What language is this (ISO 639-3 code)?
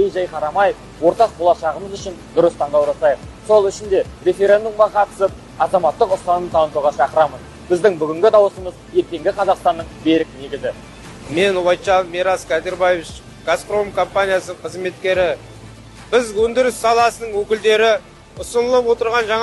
kaz